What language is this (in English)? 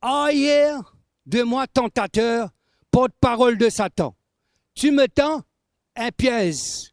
Morisyen